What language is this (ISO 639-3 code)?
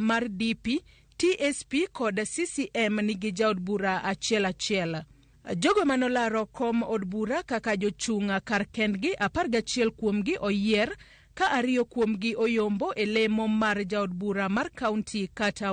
luo